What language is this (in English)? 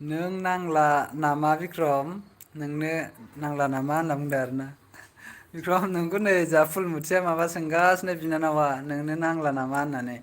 Bodo